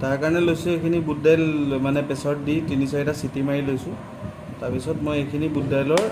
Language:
Assamese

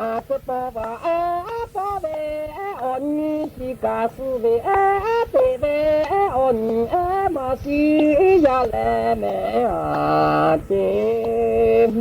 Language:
Lahu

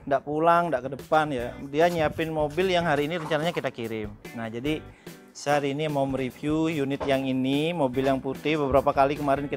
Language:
Indonesian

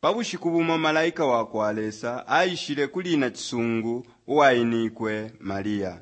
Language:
Bemba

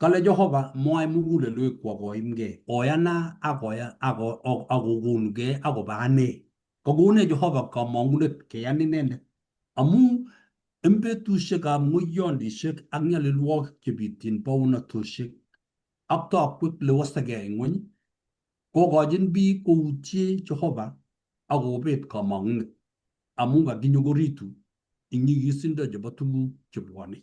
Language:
Kalenjin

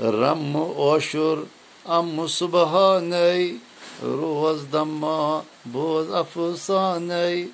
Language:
Kashmiri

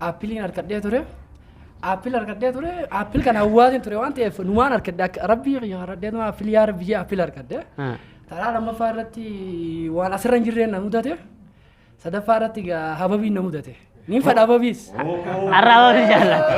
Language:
Oromo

